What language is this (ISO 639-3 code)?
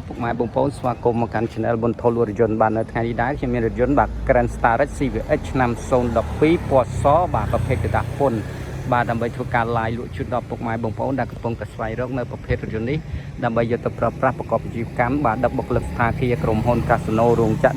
khm